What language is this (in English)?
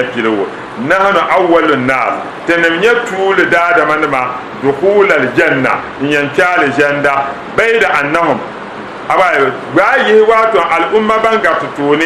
Dagbani